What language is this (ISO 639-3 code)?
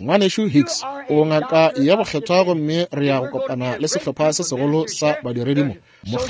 nso